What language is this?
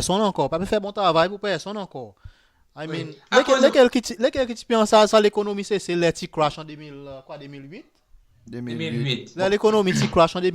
Seselwa Creole French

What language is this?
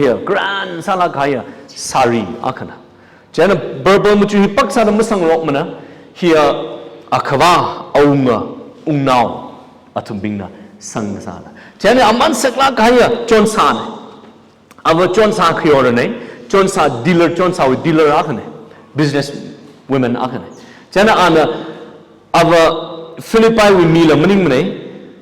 Tangkhul Naga (India)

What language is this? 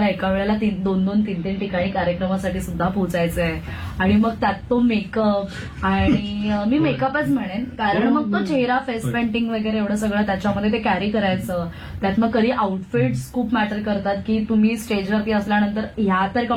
Marathi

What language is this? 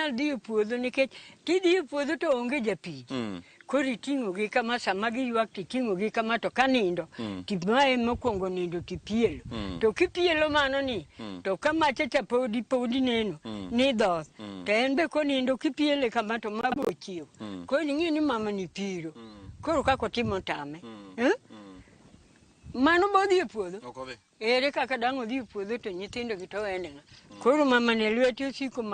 Luo (Kenya and Tanzania)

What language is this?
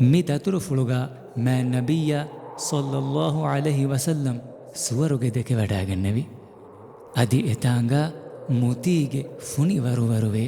Divehi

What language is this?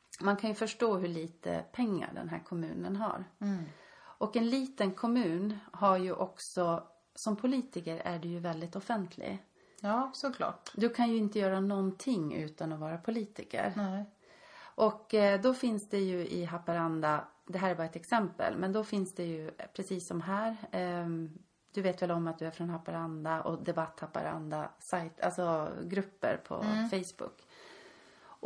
Swedish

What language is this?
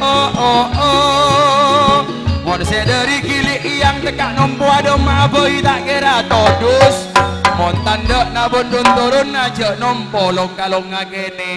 Madurese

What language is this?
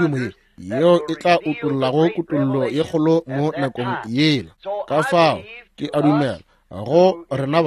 Northern Sotho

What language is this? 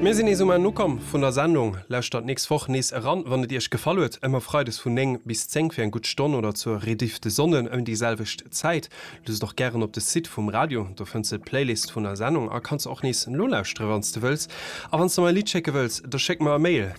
Luxembourgish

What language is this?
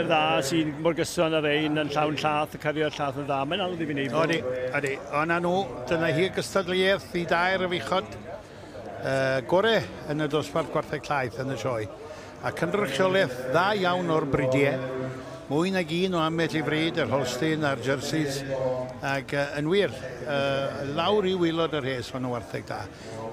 Welsh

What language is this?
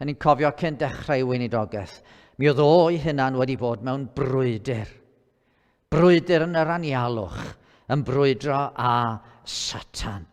Welsh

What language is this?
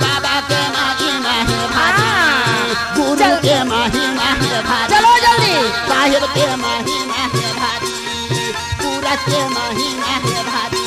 Chhattisgarhi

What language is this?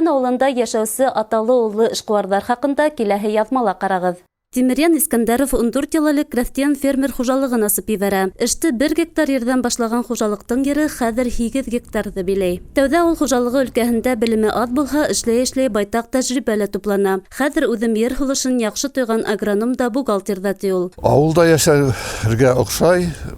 Bashkir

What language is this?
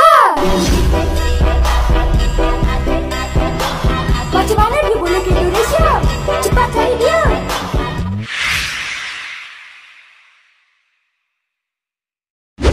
Malay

